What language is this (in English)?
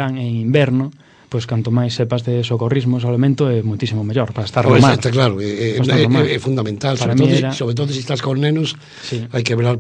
Galician